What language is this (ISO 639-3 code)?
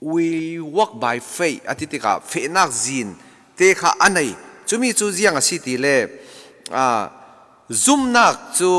cfm